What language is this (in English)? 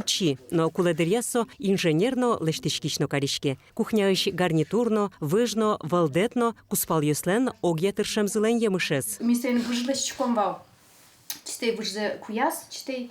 Udmurt